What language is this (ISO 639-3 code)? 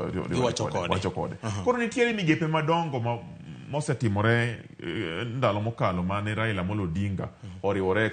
luo